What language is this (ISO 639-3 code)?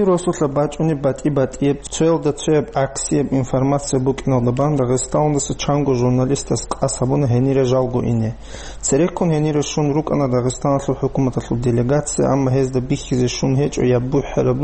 ava